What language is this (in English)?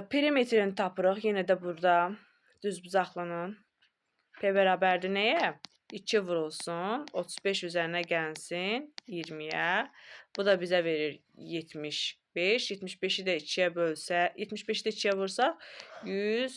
Azerbaijani